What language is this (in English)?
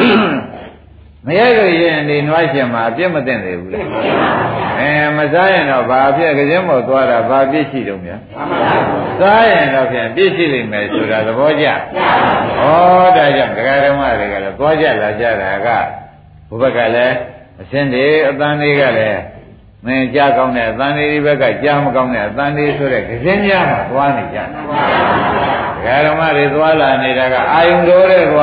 Burmese